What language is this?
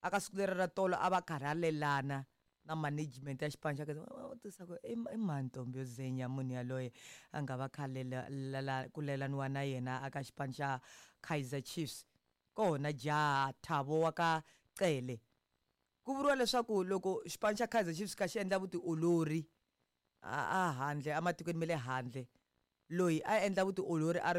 Tsonga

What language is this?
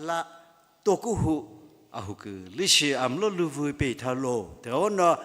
Sumi Naga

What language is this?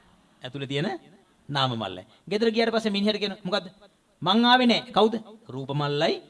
Sinhala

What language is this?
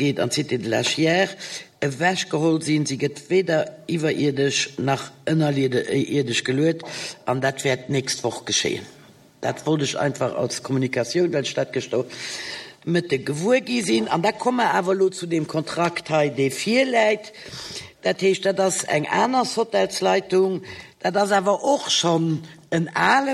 Luxembourgish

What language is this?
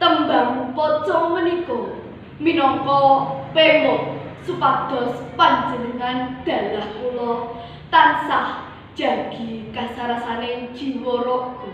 Javanese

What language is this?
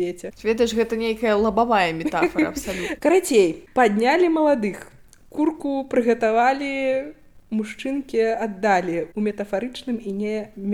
Belarusian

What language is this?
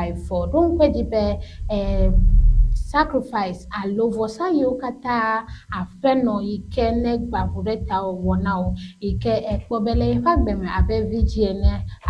Ewe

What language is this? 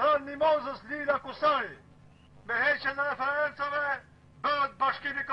Albanian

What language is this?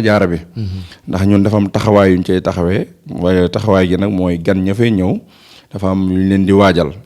Wolof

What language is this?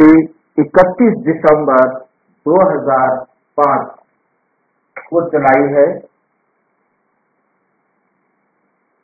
Hindi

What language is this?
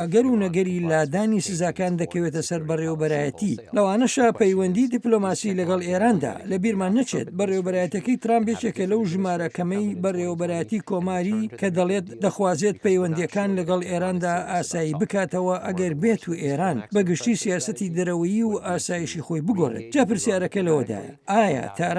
Central Kurdish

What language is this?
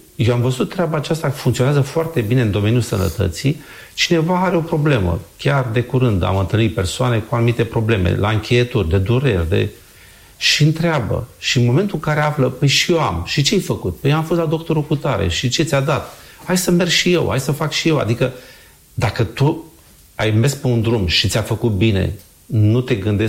Romanian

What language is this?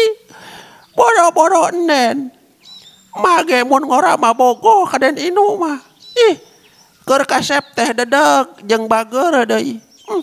Sundanese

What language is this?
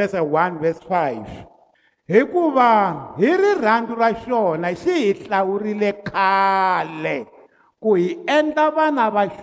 Tsonga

